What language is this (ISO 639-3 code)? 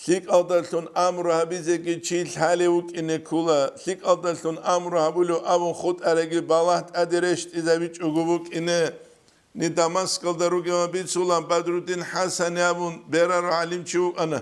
ava